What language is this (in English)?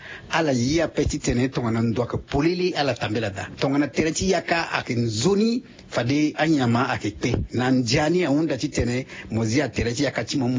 Sango